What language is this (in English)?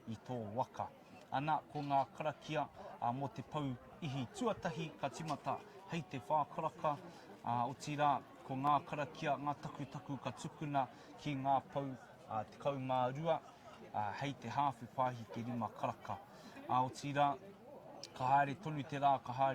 Māori